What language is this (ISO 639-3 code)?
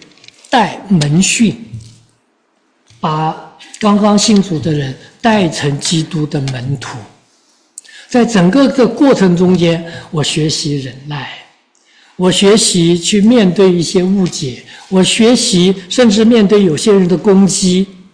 zho